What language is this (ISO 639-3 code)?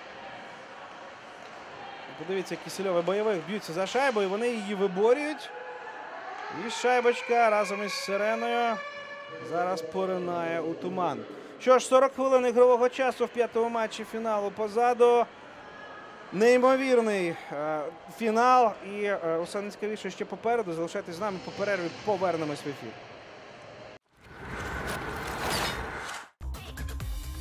ukr